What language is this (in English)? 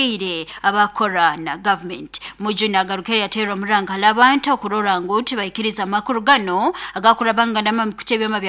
Nyoro